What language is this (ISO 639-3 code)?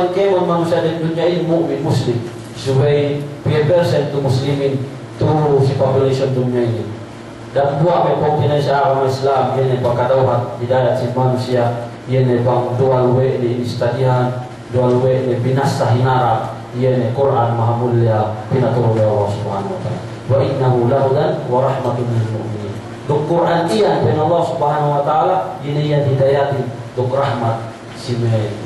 yka